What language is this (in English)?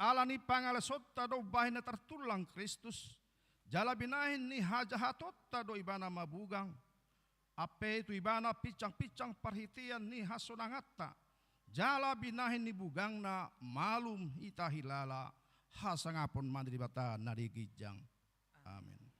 Batak Toba